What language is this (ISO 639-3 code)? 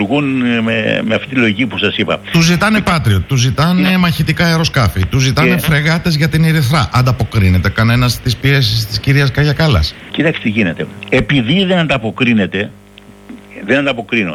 ell